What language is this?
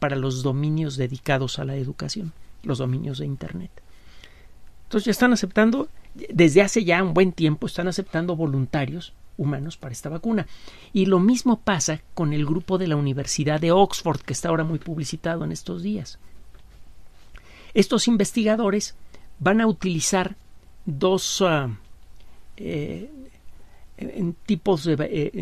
Spanish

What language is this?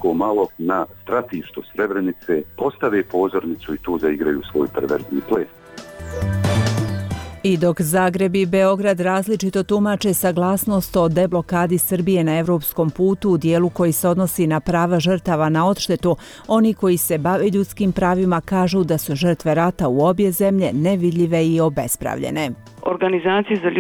Bosnian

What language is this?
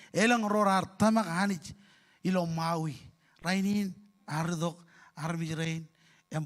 Marshallese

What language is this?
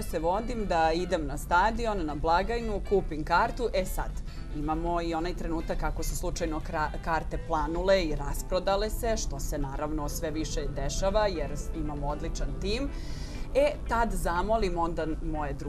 Serbian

